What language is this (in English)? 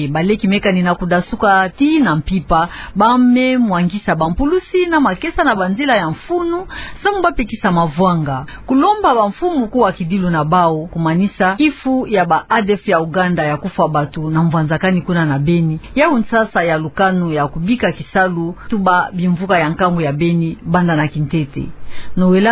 Kituba (Democratic Republic of Congo)